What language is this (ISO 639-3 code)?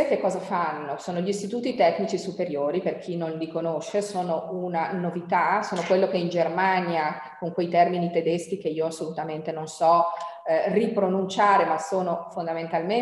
ita